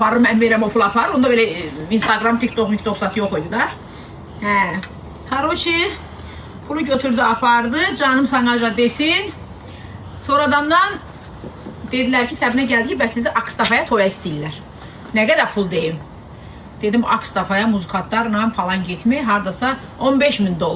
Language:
Azerbaijani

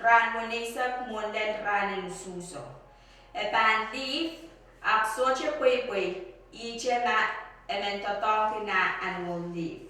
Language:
Pohnpeian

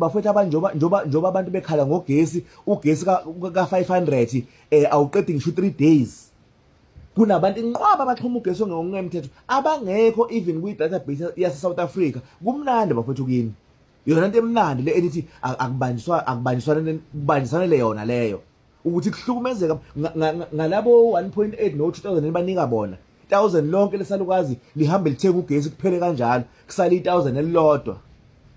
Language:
Zulu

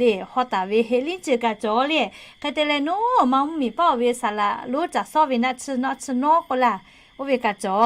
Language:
Lahu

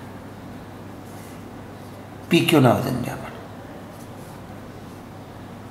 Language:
Marathi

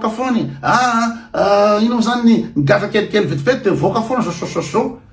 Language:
Malagasy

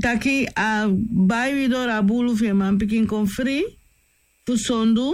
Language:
Sranan Tongo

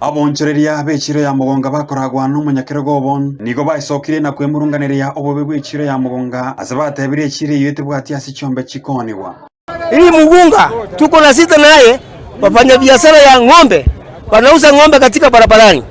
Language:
Gusii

